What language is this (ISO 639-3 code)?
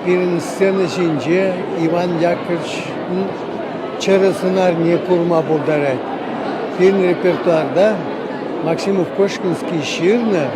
chv